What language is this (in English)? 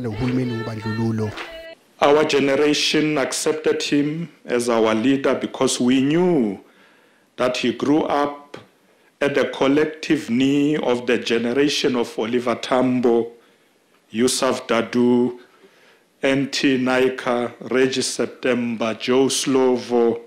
Zulu